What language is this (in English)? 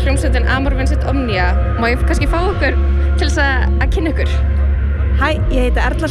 Icelandic